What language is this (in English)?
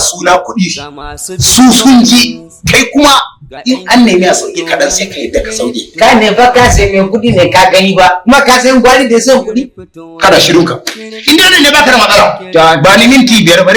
Hausa